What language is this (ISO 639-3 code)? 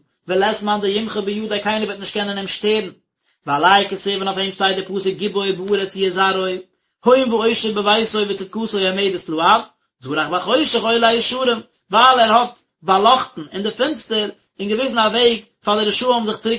yid